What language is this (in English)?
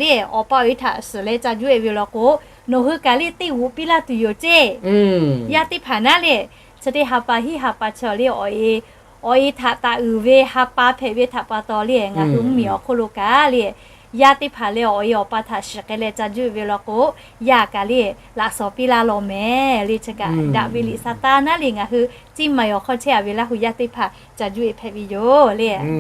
Lahu